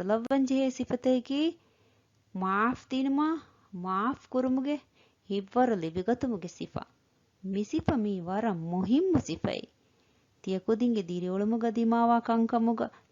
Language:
Divehi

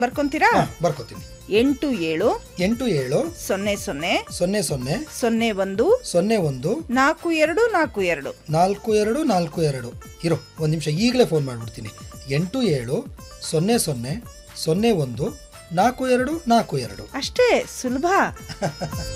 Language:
Kannada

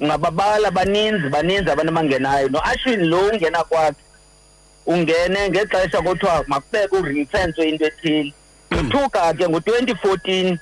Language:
Xhosa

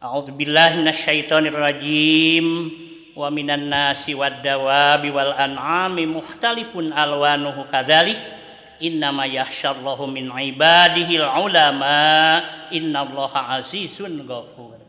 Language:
Sundanese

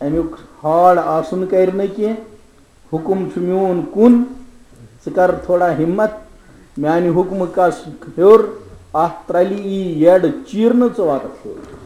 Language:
Kashmiri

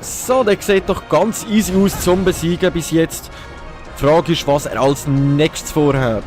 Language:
Swiss German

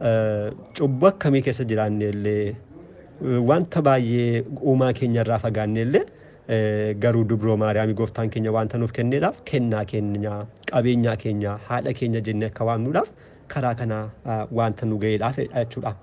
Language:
Oromo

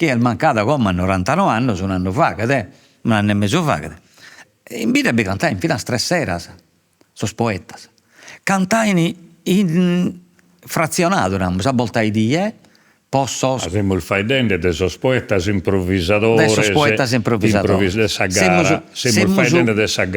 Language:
Sardinian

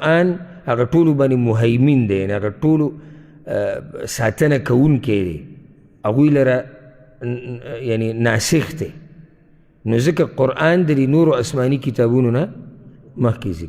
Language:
Pashto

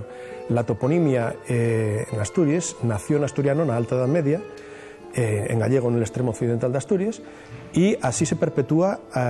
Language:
Asturian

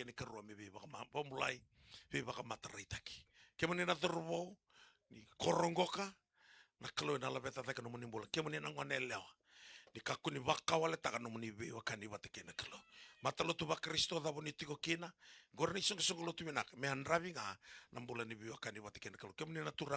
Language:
Fijian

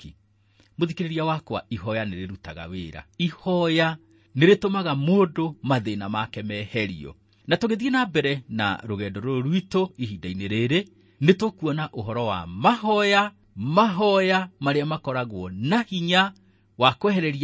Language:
Kikuyu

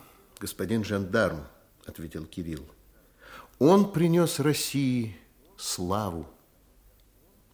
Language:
Russian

